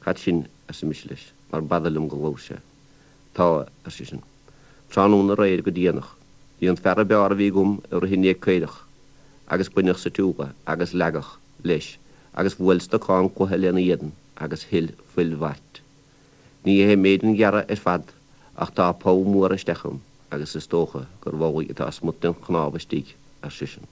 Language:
Irish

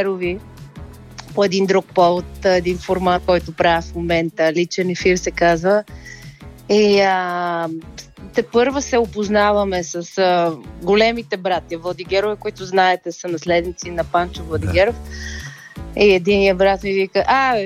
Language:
Bulgarian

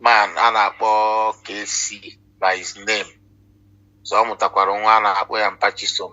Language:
Igbo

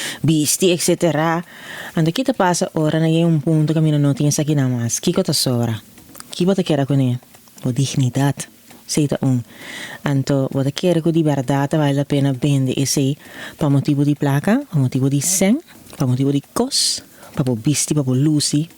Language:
Papiamento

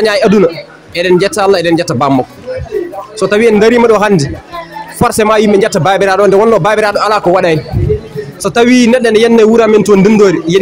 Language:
Fula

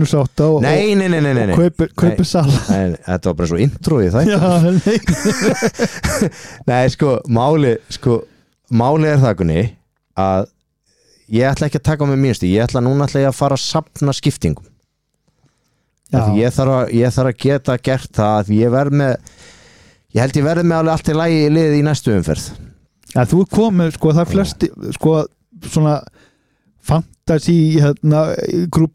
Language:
Icelandic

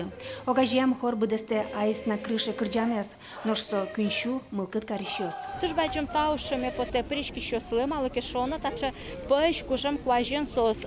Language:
Udmurt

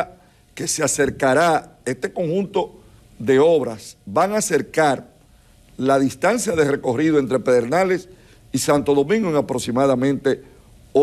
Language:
Spanish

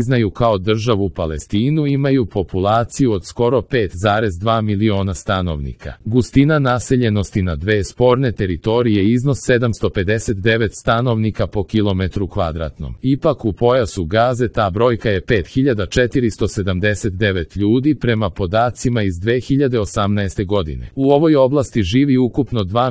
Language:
Serbian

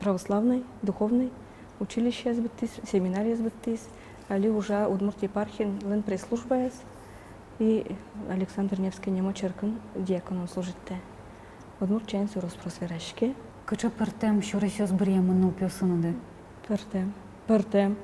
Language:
Udmurt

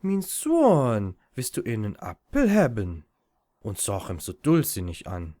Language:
Low German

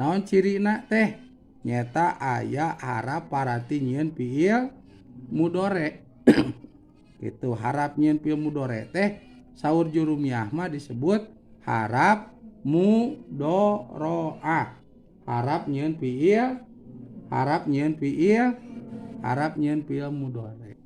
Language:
Sundanese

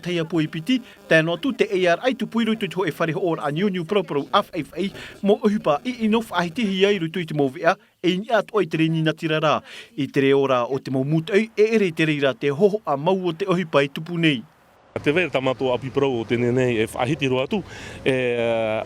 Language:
Tahitian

